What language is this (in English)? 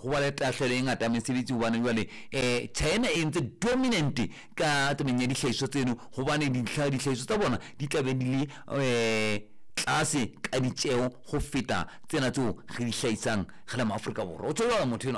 Southern Sotho